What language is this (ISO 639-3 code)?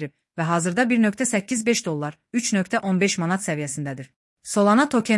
aze